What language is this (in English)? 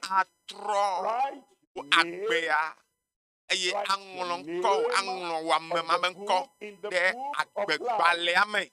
Ewe